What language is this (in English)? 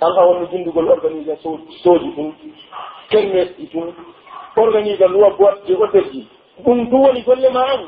Pular